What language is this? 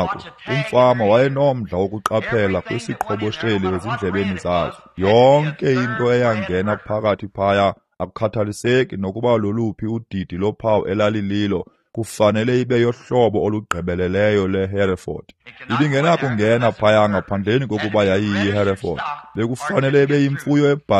Xhosa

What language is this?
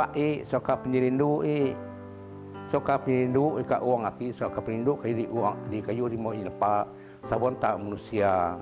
Biatah Bidayuh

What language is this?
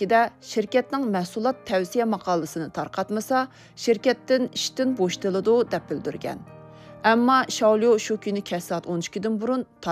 Uyghur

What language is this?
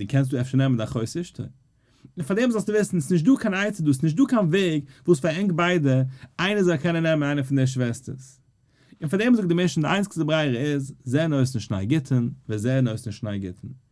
Yiddish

